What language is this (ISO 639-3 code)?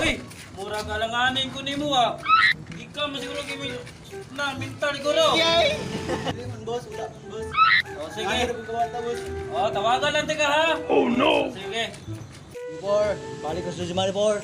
ceb